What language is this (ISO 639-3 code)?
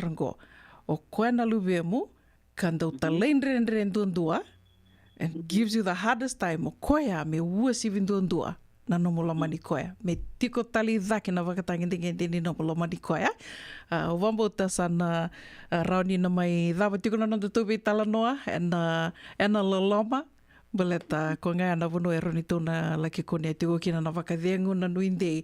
fij